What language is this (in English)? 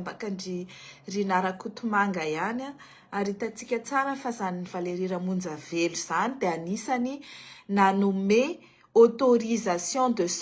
Malagasy